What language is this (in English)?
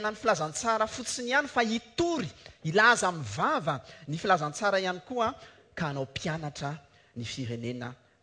Malagasy